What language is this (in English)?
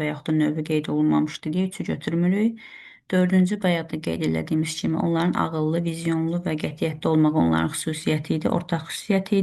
Azerbaijani